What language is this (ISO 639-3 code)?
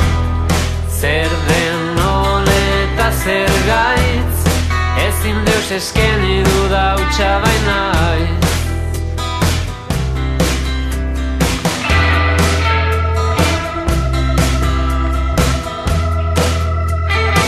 eus